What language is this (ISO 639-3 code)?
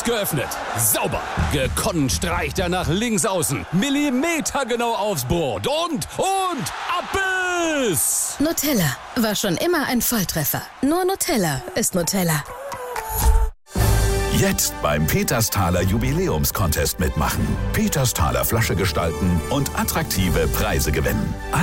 deu